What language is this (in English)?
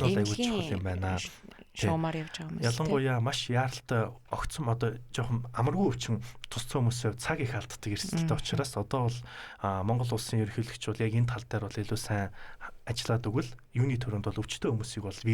Mongolian